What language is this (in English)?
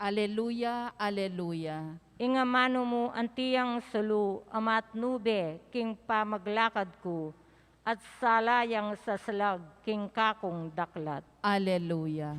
Pampanga